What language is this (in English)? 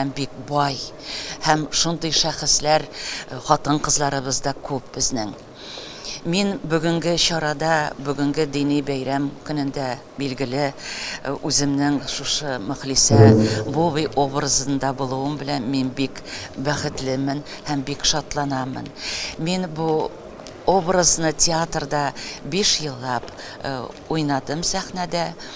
Tatar